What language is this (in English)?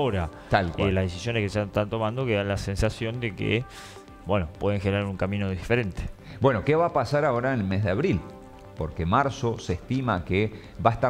Spanish